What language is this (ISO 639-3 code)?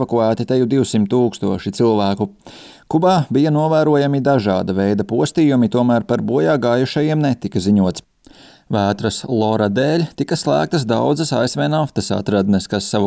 lav